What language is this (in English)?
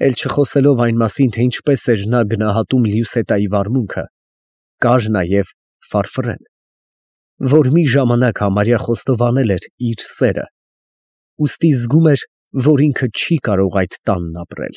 Armenian